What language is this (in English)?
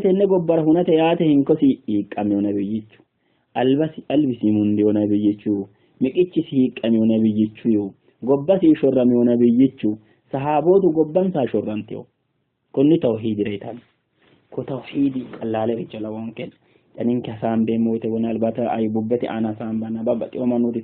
Sidamo